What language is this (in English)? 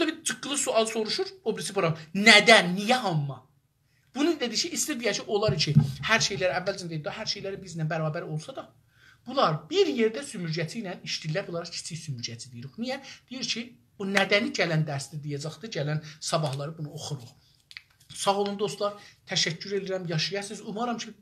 South Azerbaijani